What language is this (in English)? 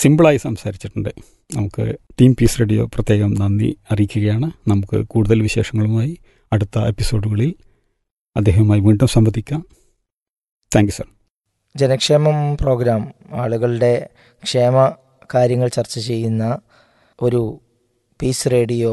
Malayalam